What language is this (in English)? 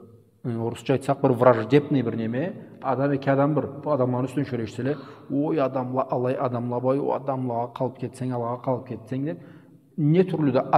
Karachay-Balkar